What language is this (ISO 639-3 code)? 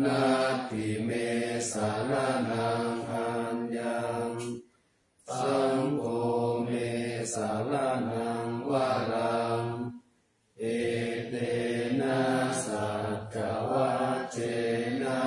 pli